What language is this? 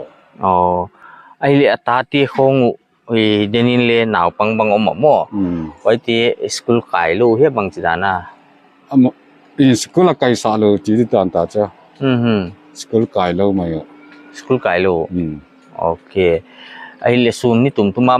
Paite Chin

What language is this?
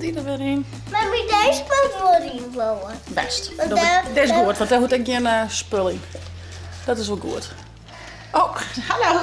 Western Frisian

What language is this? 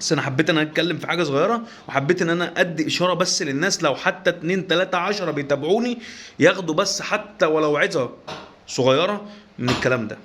Egyptian Arabic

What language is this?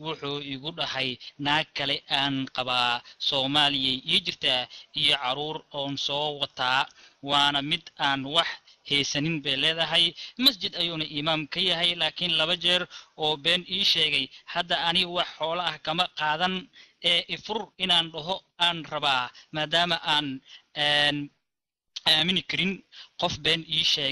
Somali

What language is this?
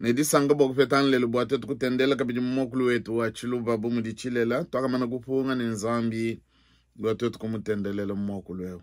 Luba-Lulua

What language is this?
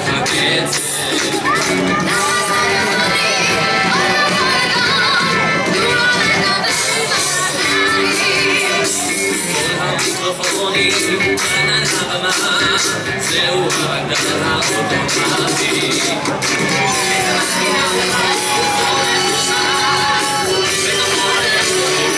Hebrew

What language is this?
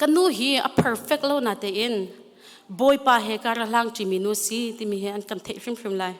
Hakha Chin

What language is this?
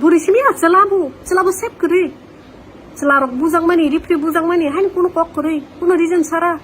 Kok Borok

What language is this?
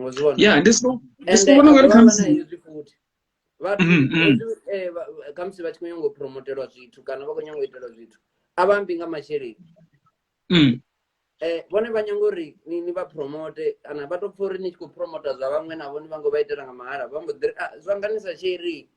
Venda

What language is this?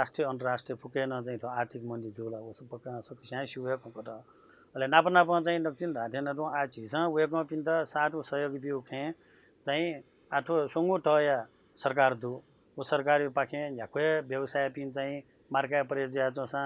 Newari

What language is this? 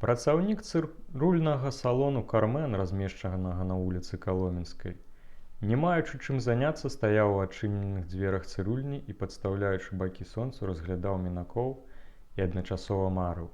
Belarusian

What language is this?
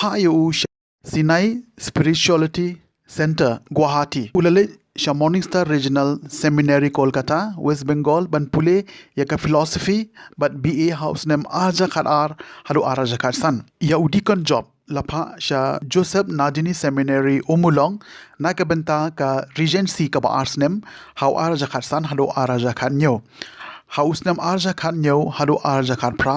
Khasi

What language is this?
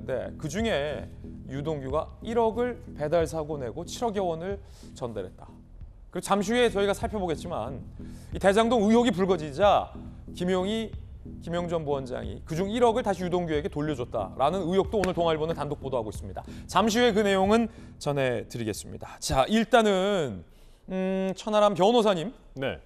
Korean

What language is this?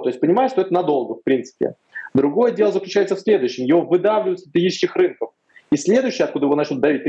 Russian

